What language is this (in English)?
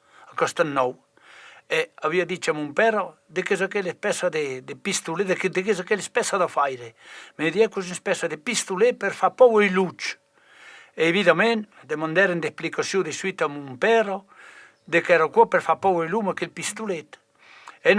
Occitan